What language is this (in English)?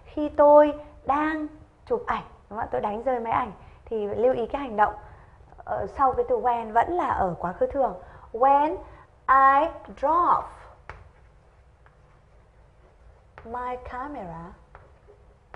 Vietnamese